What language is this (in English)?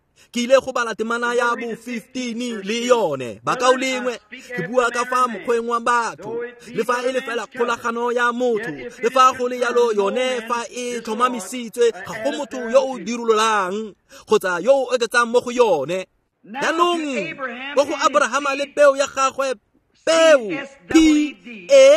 Tswana